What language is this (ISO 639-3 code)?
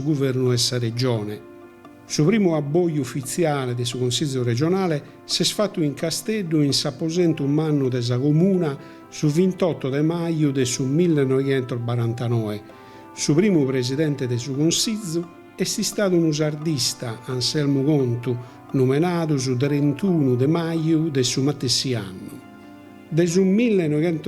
srd